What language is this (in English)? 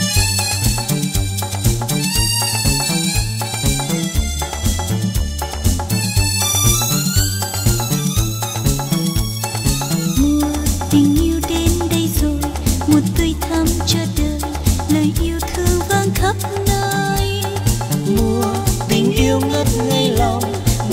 Vietnamese